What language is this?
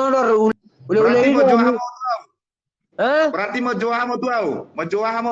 Batak Toba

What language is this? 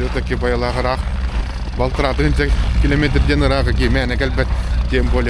Yakut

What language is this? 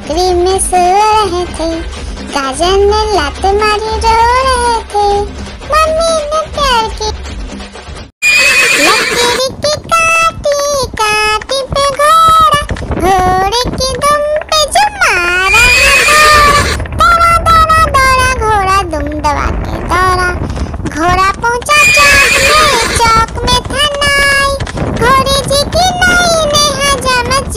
Hindi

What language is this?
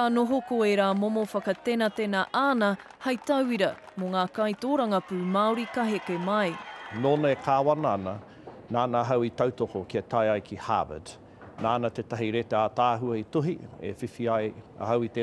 Māori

